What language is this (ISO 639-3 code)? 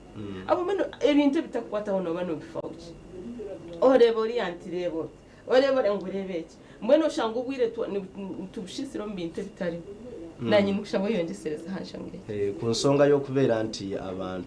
nyn